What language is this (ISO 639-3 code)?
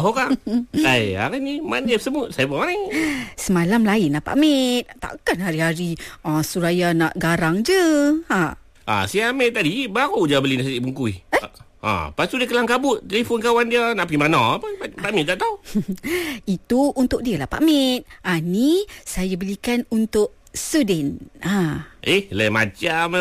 msa